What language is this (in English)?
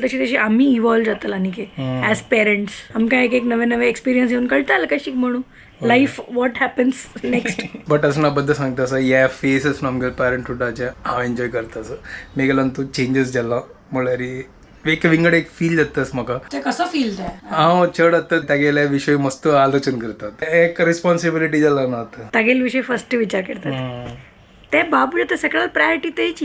Konkani